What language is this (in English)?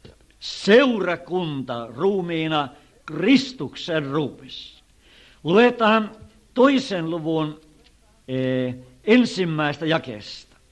Finnish